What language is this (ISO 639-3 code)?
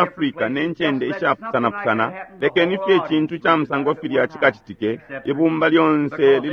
bem